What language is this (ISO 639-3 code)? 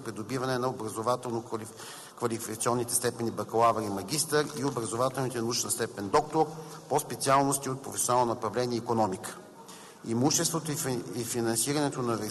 bul